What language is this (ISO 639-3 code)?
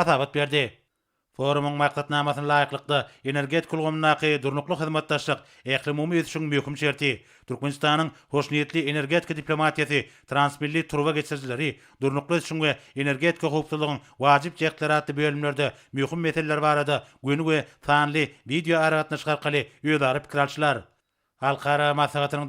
tuk